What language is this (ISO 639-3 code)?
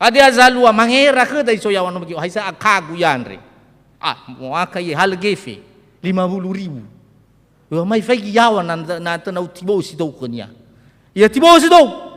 nia